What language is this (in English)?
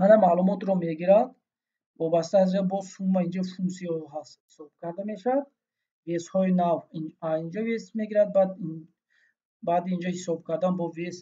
Tajik